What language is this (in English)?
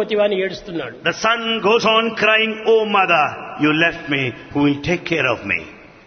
Telugu